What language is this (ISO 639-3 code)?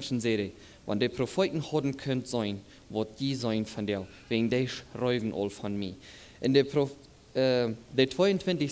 pdt